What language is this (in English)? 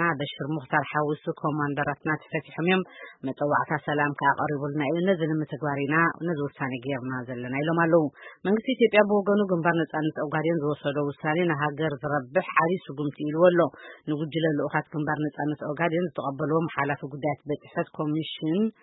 Tigrinya